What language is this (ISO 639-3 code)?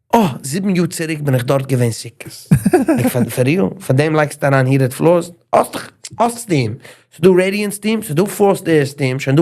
yid